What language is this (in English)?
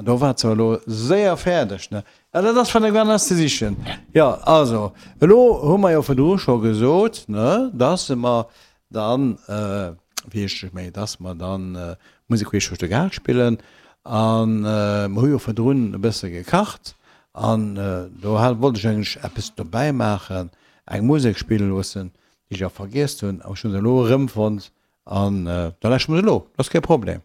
Luxembourgish